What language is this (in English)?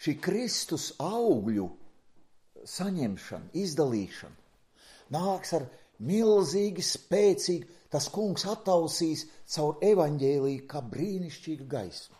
Latvian